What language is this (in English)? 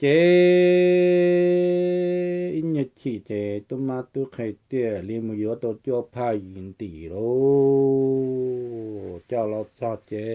Hmong